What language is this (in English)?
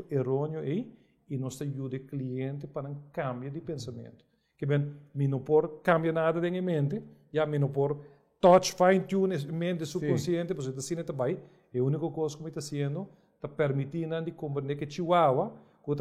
Papiamento